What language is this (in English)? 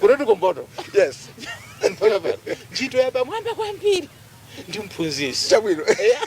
Nyanja